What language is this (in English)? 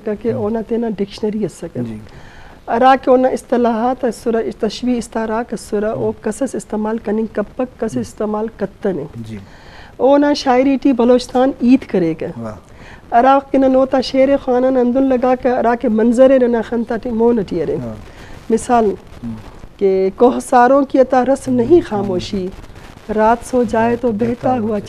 Eastern Balochi